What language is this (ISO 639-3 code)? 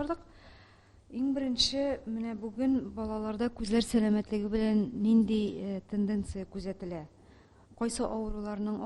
tat